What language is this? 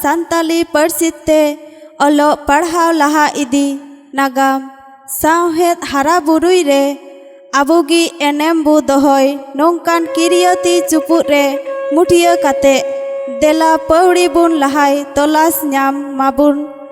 Santali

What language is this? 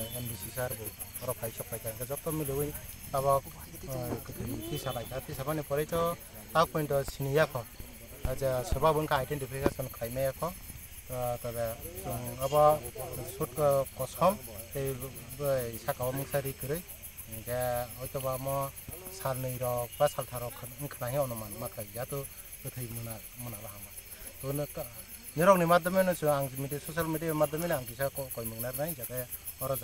Kok Borok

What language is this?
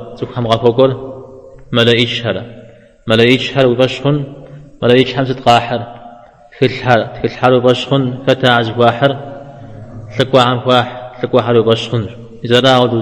Kabardian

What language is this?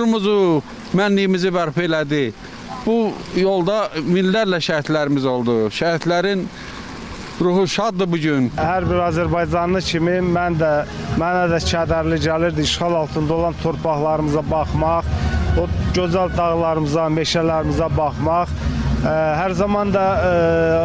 Azerbaijani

